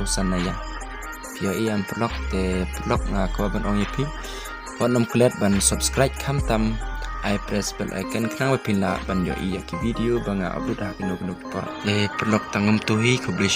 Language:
Khasi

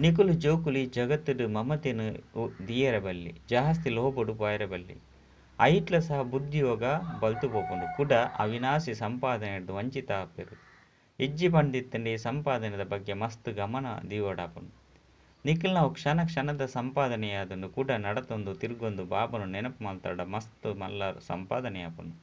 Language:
Tulu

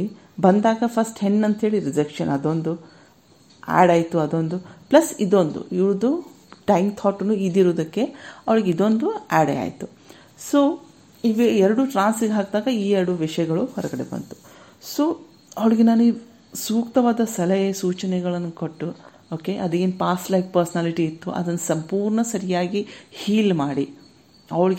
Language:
Kannada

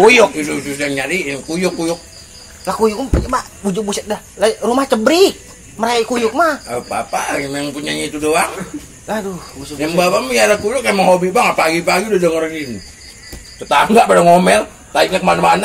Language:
Betawi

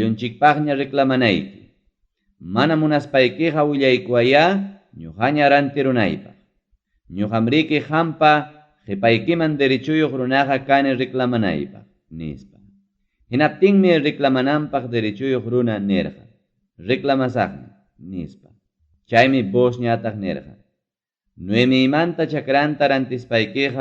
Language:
Ayacucho Quechua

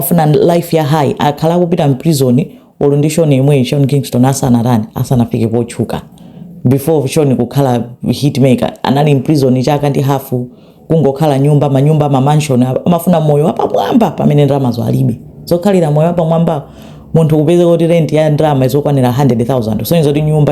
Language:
Nyanja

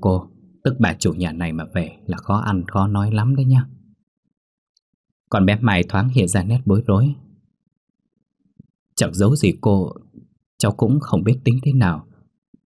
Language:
Vietnamese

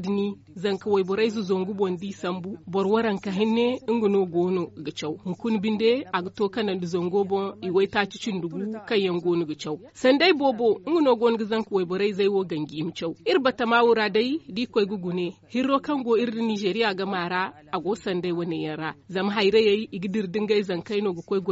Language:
Zarma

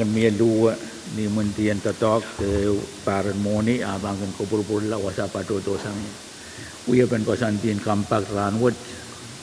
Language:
Pohnpeian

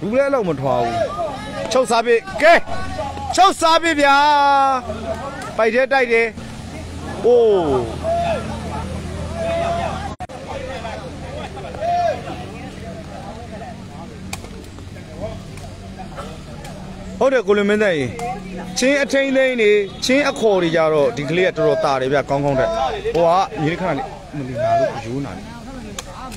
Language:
Burmese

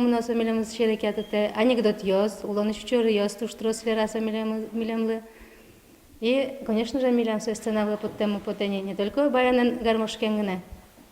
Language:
Udmurt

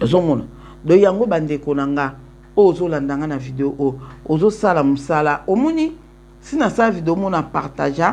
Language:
Lingala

